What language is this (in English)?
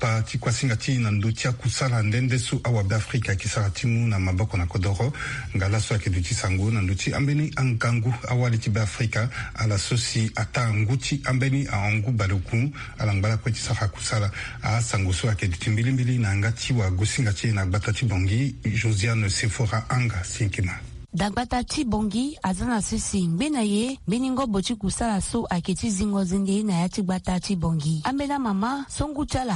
Sango